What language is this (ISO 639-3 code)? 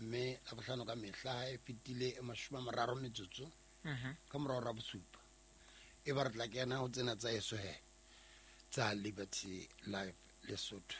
sot